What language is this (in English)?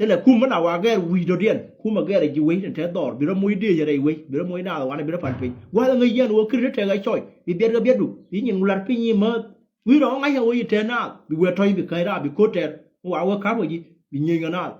Nuer